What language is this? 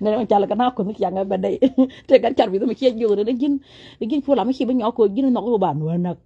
Nuer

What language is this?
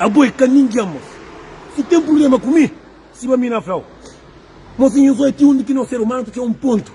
Kabuverdianu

